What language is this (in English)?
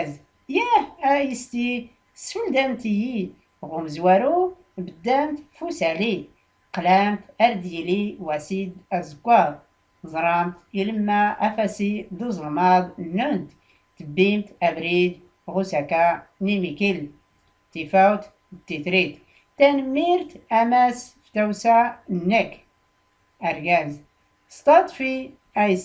Tachelhit